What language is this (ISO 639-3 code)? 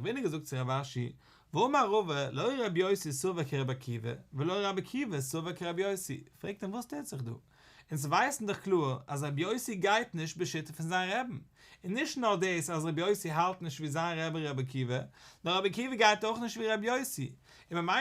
yid